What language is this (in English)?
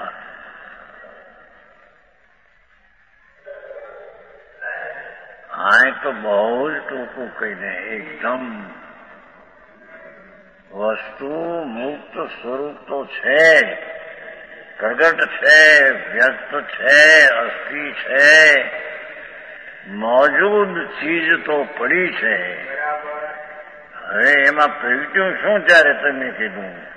Gujarati